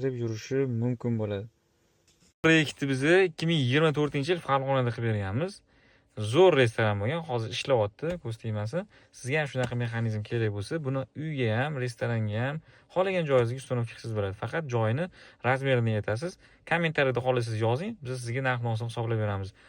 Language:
Uzbek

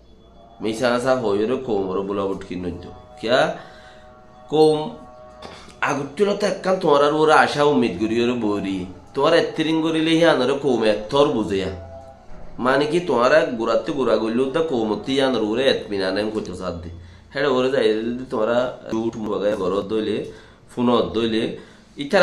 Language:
Rohingya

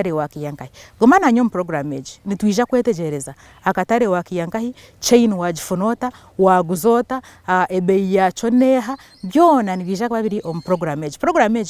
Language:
Nyankole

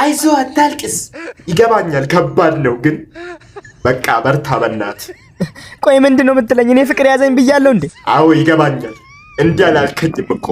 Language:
Amharic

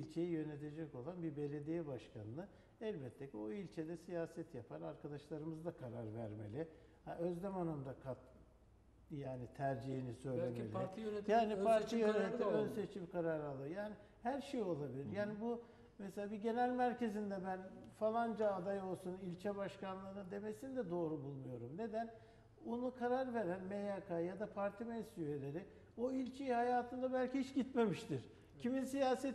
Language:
Turkish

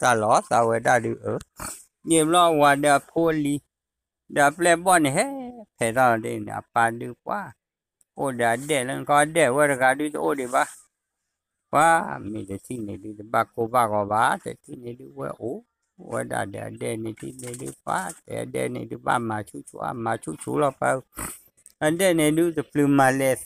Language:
S'gaw Karen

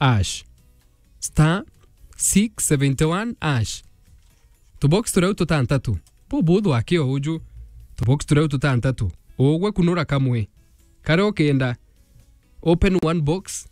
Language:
Meru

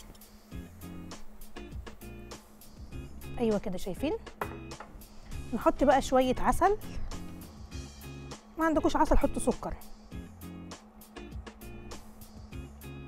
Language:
Egyptian Arabic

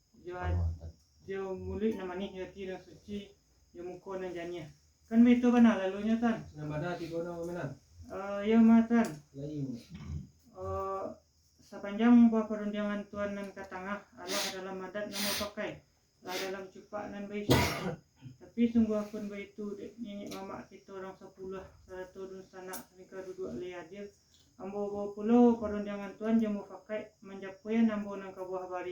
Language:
Minangkabau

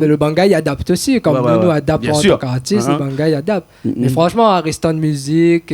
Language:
Réunion Creole French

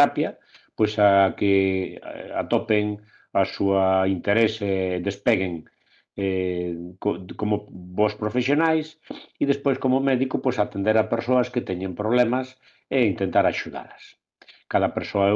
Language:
Galician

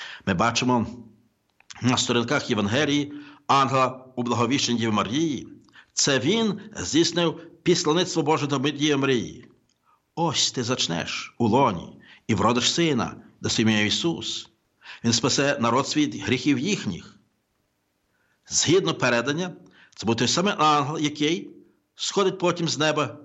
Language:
Ukrainian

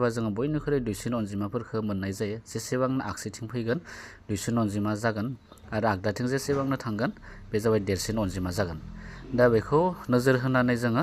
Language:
Bodo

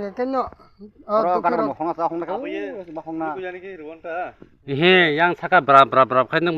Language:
Kok Borok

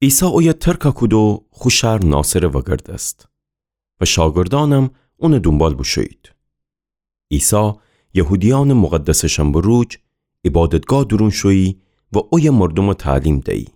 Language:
Gilaki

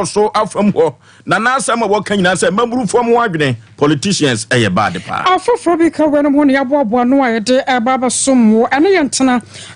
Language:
Akan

